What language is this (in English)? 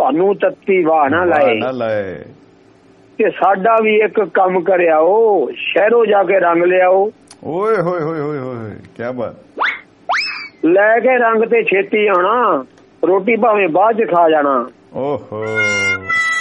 Punjabi